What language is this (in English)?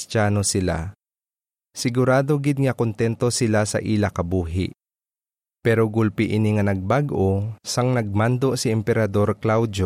Hiligaynon